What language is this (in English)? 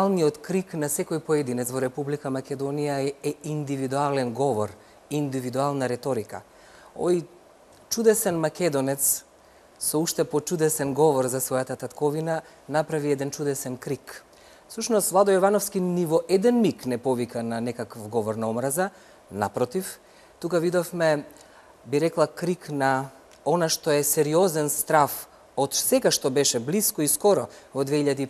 Macedonian